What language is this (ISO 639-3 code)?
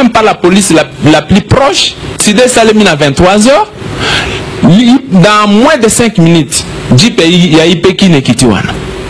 lin